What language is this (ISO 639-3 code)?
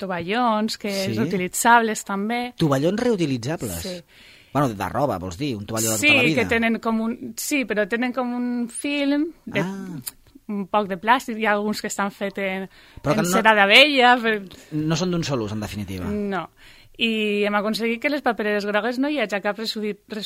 cat